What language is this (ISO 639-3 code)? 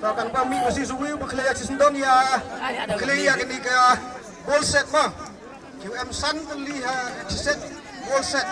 kha